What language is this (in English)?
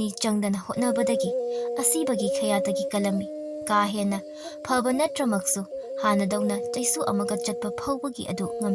Manipuri